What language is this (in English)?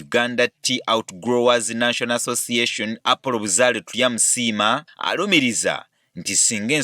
Ganda